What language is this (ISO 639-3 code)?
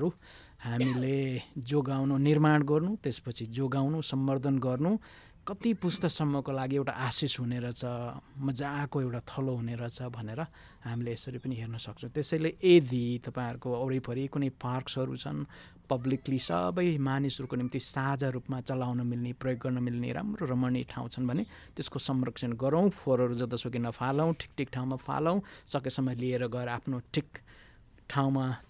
nep